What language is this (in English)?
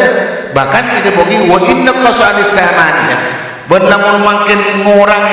Madurese